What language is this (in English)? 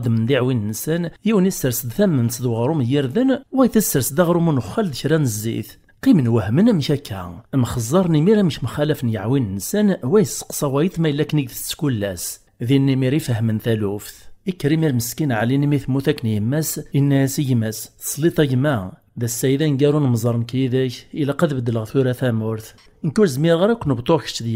Kabyle